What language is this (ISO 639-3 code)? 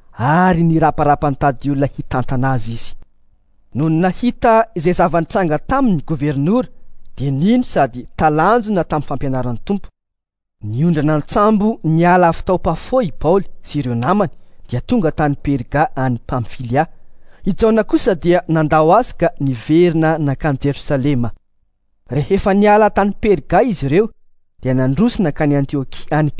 mlg